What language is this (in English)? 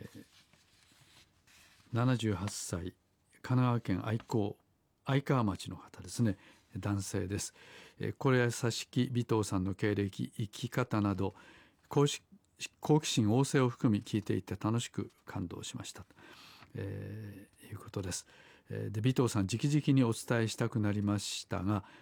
Japanese